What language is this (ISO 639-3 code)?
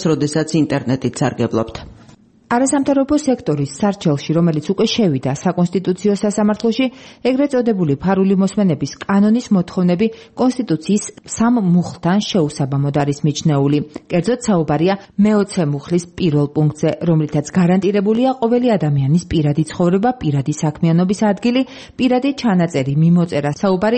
kat